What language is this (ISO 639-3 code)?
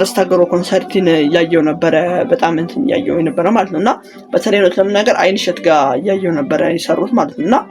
amh